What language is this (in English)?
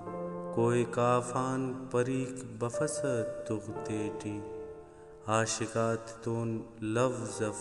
Brahui